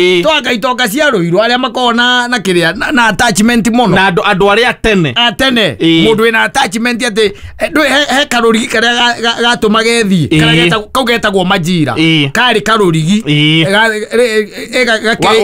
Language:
Kikuyu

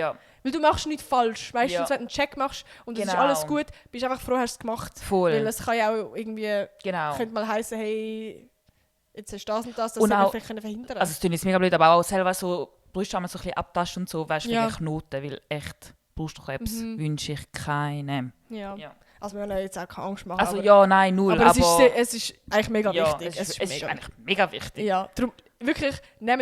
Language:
Swiss German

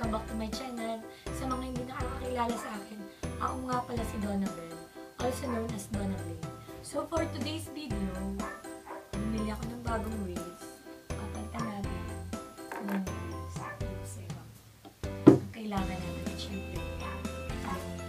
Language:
Filipino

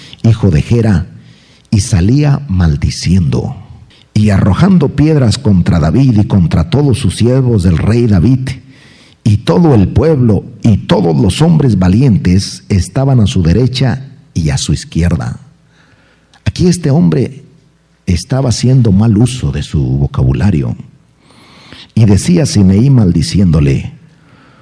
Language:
Spanish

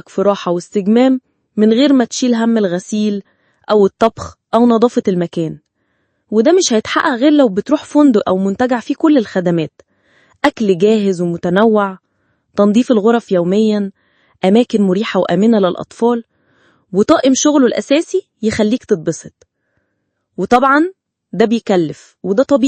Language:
Egyptian Arabic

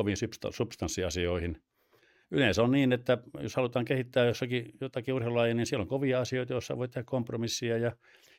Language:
Finnish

